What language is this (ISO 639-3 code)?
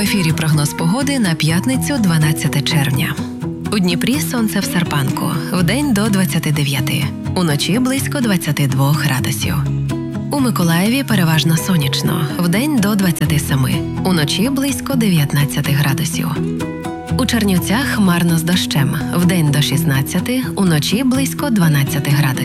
ukr